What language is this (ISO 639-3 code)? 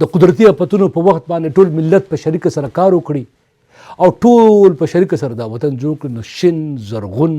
pus